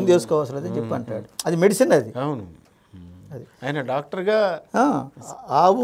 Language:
Telugu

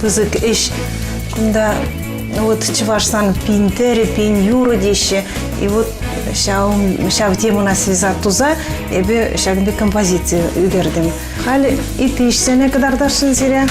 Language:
Chuvash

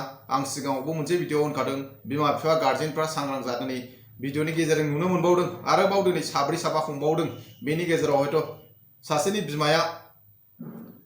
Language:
Bodo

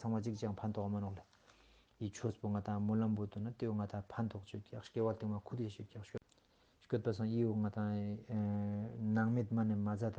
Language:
Ladakhi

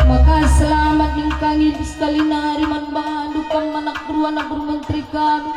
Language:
Batak Karo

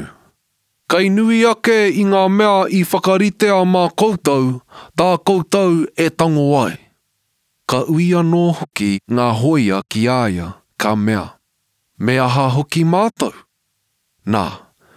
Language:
Māori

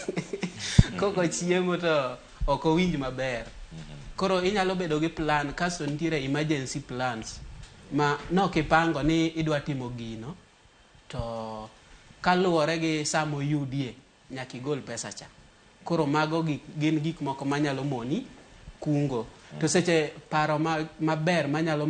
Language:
Luo (Kenya and Tanzania)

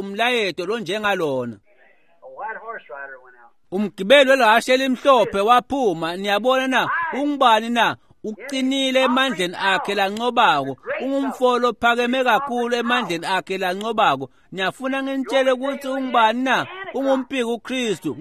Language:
Swati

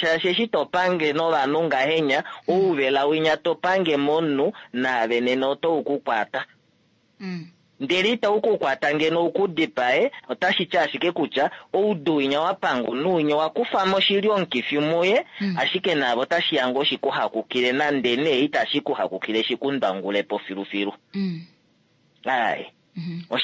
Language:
Kuanyama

